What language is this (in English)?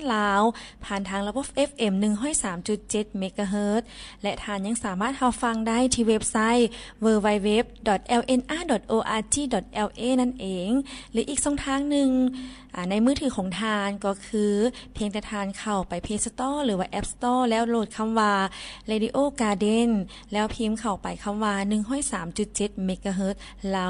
Lao